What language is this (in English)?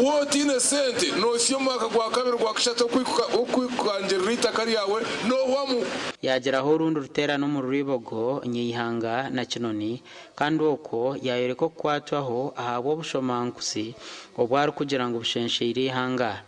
Nyankole